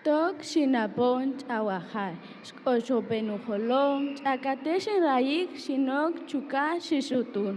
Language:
Kaqchikel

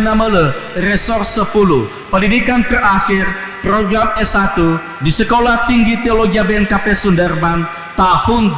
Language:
Nias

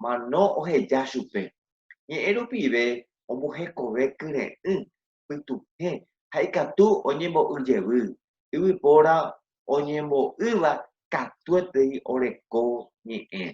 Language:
Guarani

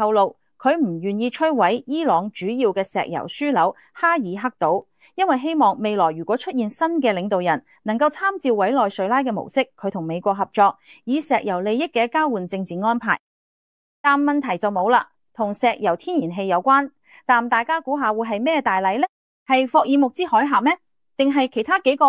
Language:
Cantonese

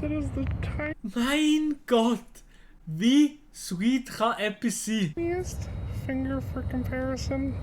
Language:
Swiss German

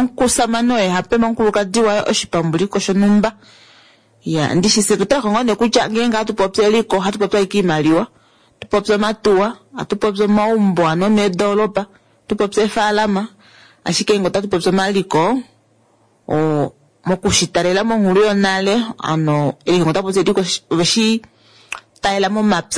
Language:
Kuanyama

